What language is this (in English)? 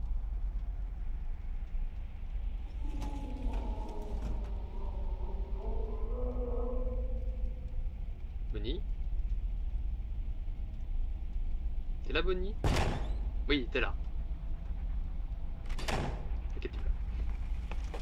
French